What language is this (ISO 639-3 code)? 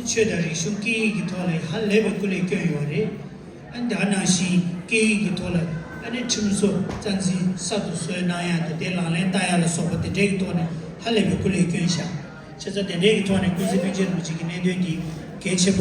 bod